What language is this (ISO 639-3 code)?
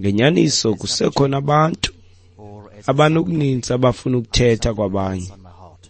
xho